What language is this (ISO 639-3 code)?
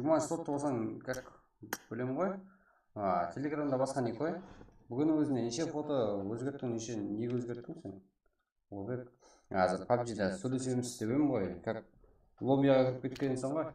kaa